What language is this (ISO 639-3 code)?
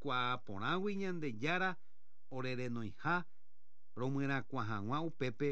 grn